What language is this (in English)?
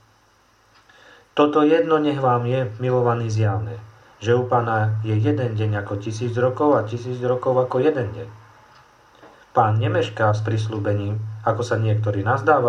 Slovak